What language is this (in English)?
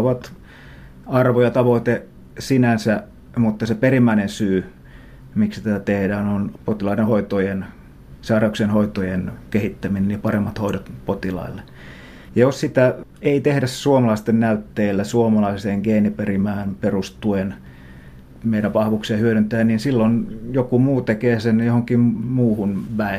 Finnish